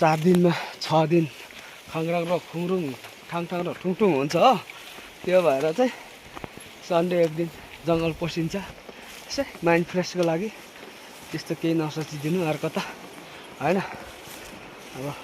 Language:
Nepali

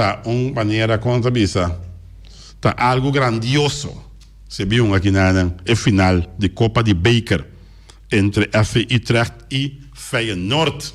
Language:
Papiamento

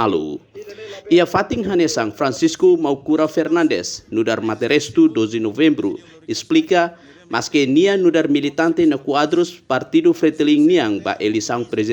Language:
Tetum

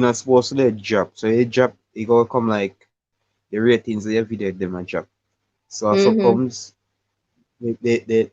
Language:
Jamaican Creole English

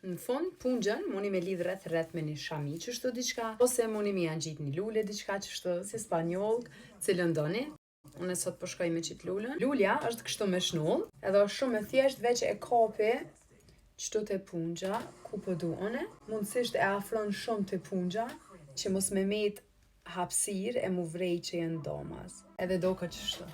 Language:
Albanian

